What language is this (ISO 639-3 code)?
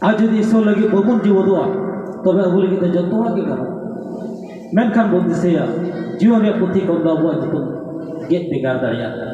sat